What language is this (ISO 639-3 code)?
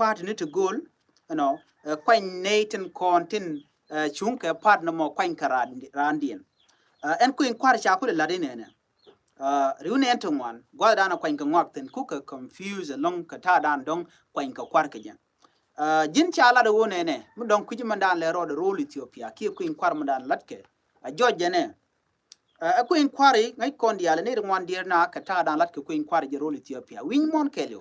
nus